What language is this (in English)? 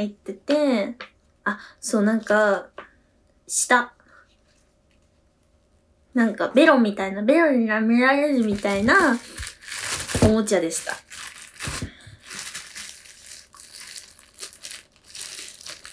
Japanese